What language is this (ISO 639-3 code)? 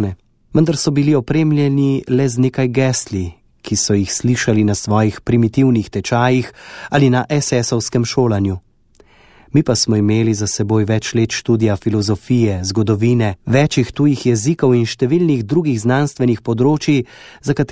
slv